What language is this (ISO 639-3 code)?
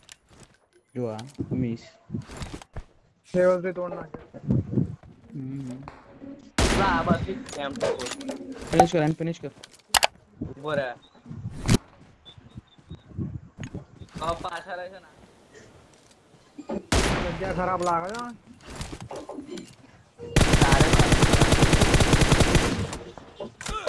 guj